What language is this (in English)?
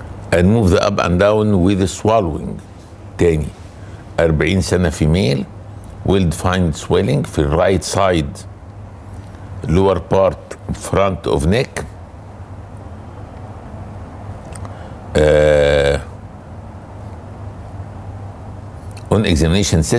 Egyptian Arabic